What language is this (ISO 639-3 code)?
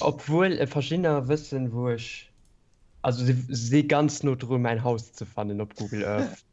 ltz